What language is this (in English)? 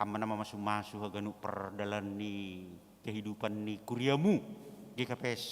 Batak Simalungun